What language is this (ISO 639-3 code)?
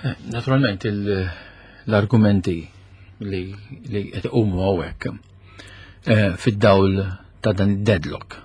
mlt